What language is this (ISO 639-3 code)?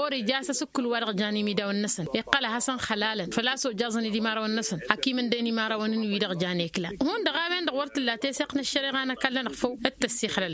taq